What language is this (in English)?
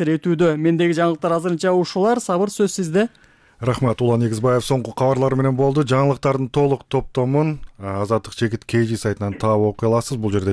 Kyrgyz